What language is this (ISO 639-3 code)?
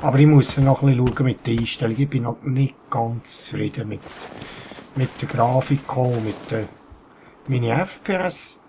gsw